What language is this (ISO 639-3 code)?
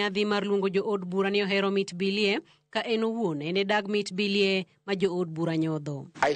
luo